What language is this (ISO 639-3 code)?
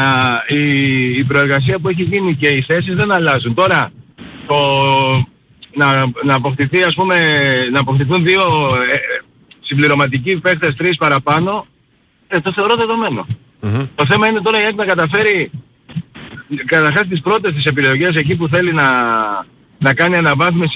ell